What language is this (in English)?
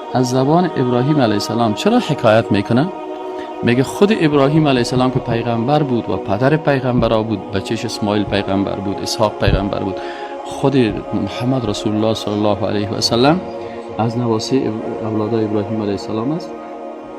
Persian